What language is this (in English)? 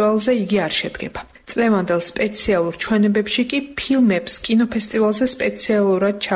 Georgian